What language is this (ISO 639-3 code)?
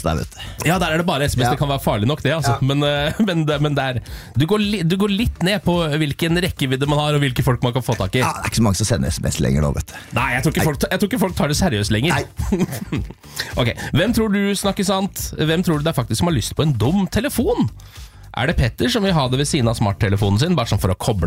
nor